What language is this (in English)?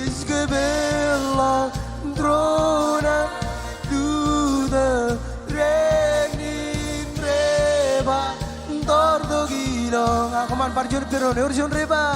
Marshallese